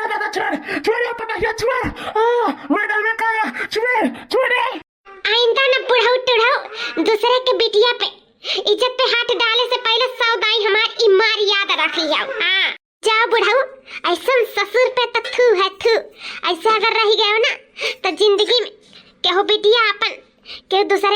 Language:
Awadhi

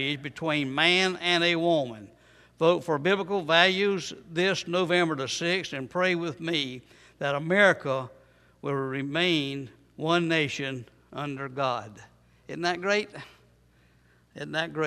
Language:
English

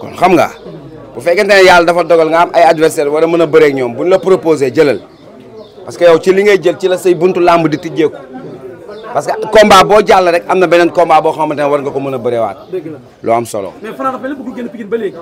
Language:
Wolof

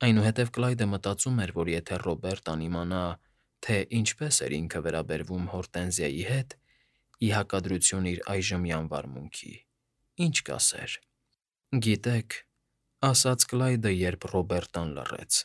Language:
Armenian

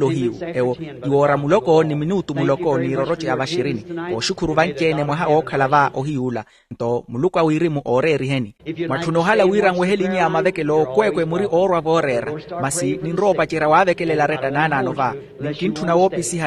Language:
Makhuwa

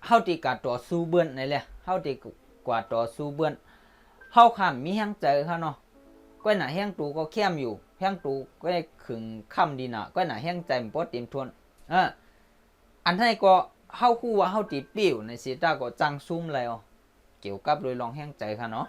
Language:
Shan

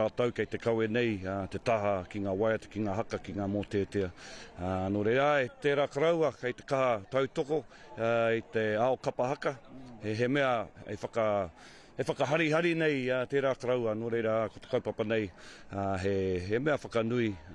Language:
Māori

